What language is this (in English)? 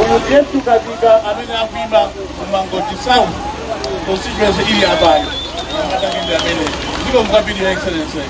Nyanja